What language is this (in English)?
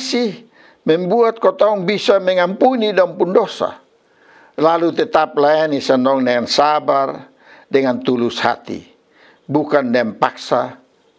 Kupang Malay